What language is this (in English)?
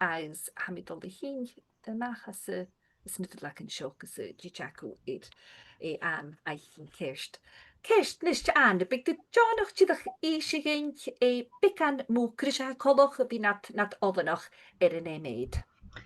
Scottish Gaelic